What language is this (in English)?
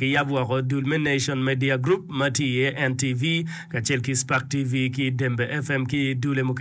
Acoli